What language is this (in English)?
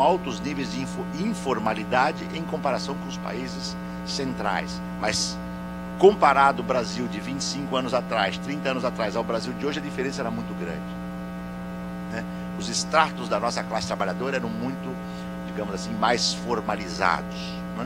Portuguese